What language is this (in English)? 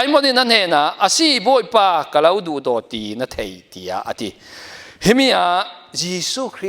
Falam Chin